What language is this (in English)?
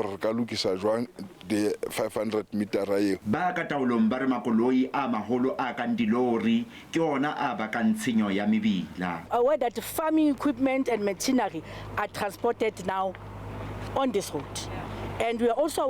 Tswana